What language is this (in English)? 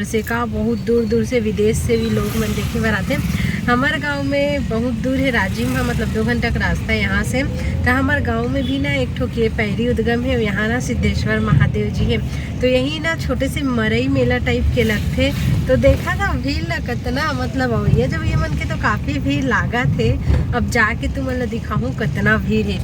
Chhattisgarhi